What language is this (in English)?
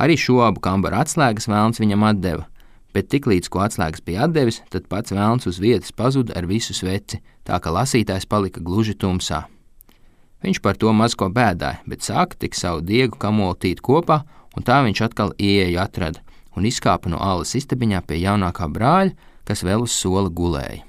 Latvian